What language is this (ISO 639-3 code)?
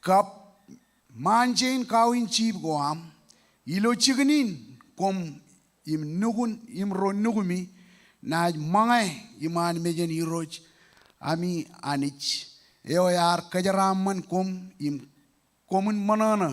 mah